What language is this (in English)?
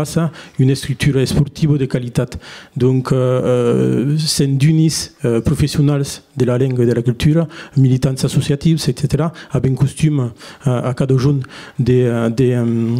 Occitan